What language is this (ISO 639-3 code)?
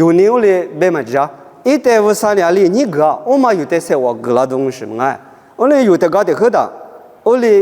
lis